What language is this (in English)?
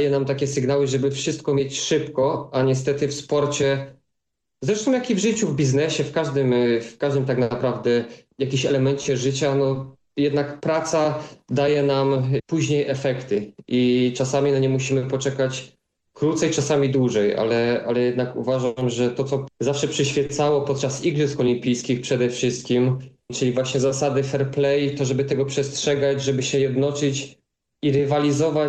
Polish